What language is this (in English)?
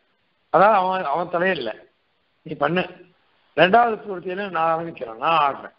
Tamil